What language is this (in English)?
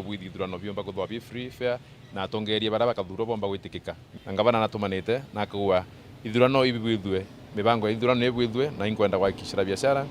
Meru